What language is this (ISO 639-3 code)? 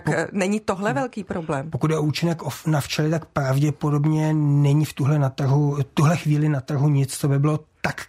ces